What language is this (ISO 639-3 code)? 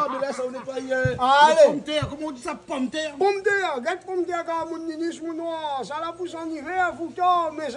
rcf